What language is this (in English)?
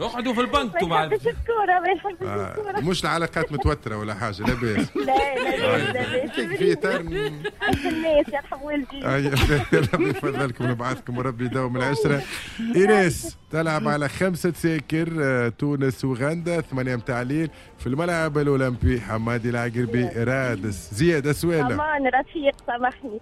Tunisian Arabic